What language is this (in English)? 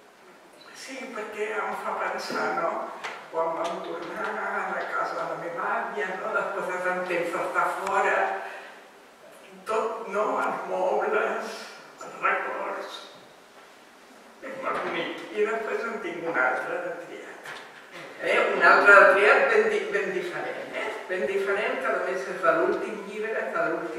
Catalan